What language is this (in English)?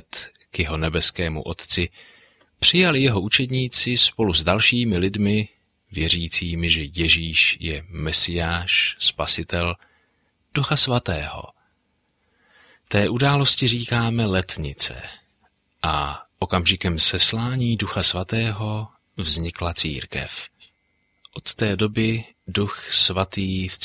Czech